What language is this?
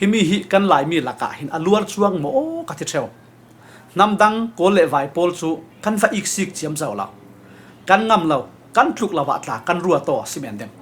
Falam Chin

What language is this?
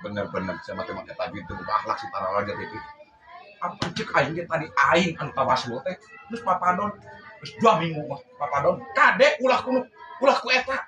Sundanese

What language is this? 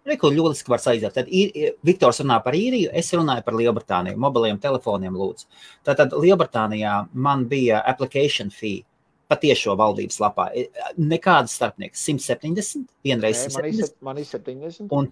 Latvian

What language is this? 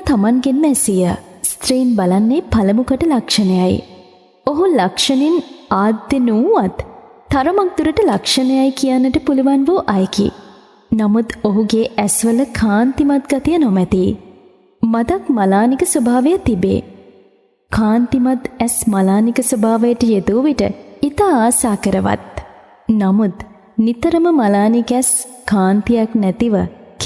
Sinhala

